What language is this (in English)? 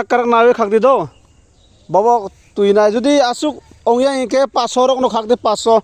Kok Borok